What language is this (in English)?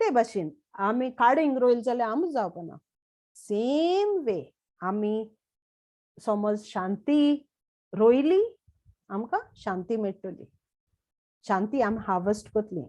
Konkani